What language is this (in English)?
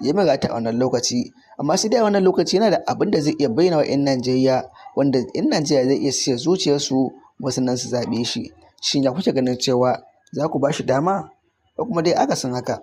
Hausa